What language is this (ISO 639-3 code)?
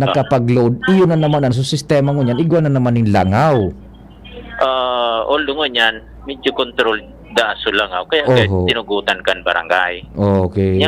bik